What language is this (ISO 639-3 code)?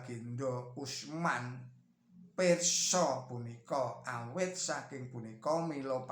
jav